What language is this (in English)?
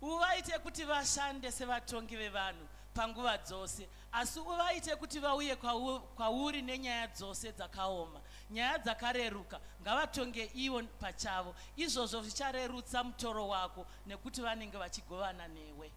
Shona